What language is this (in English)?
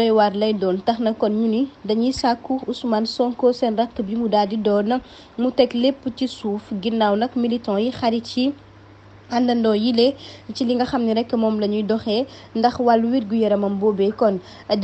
Wolof